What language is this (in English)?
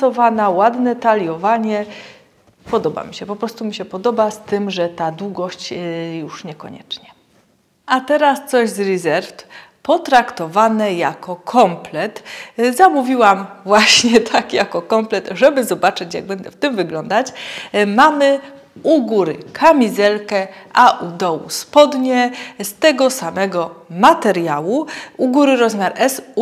Polish